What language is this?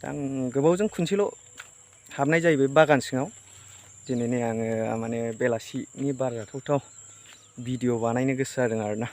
Bodo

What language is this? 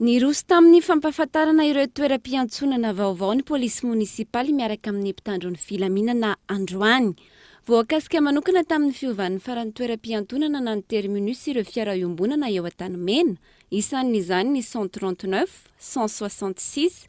Malagasy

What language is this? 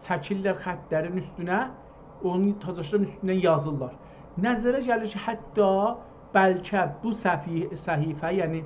South Azerbaijani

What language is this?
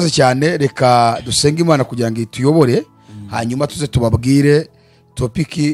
Kinyarwanda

